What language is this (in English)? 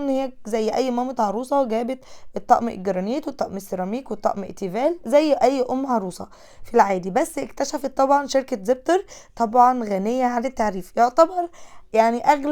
Egyptian Arabic